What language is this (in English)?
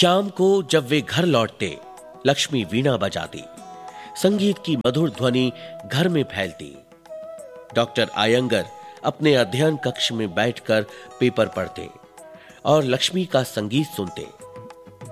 Hindi